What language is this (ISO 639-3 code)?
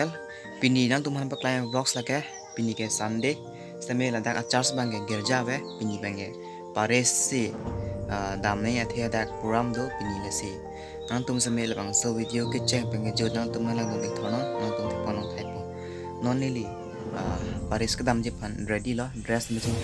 mjw